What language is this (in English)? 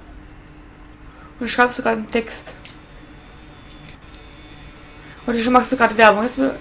German